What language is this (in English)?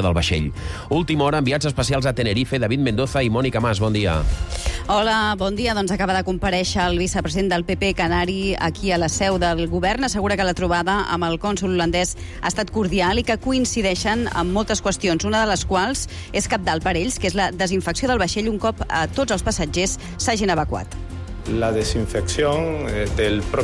Catalan